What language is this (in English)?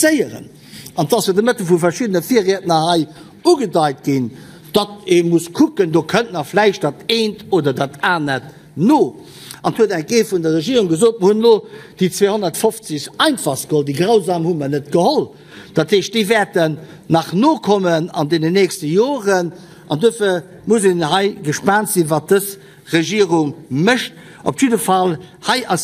Luxembourgish